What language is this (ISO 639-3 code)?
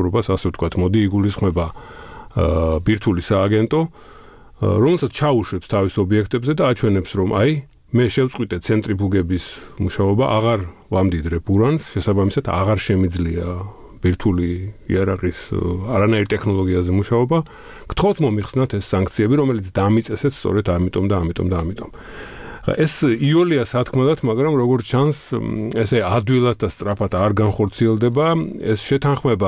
kat